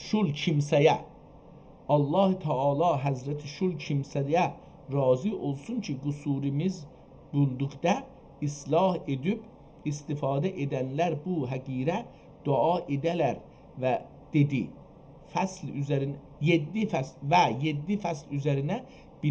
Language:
South Azerbaijani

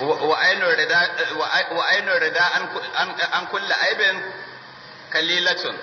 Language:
Hausa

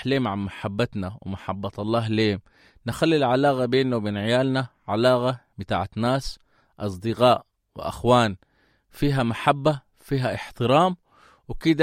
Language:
Sudanese Arabic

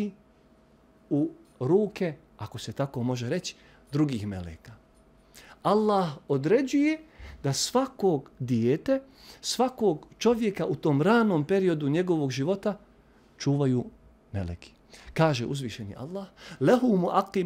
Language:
Bosnian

